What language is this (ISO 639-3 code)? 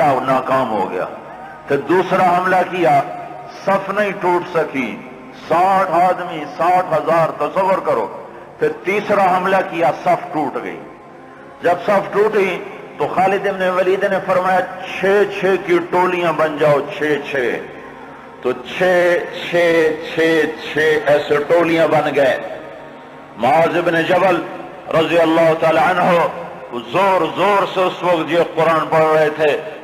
urd